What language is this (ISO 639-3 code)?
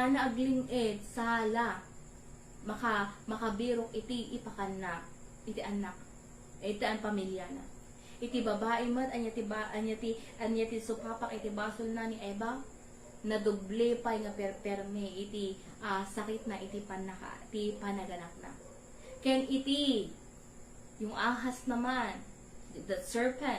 ilo